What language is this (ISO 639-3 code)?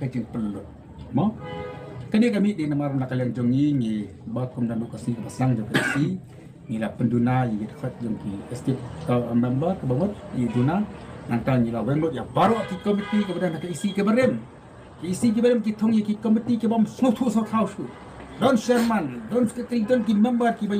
kha